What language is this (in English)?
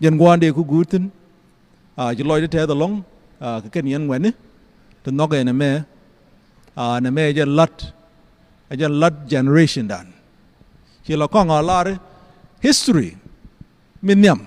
Nuer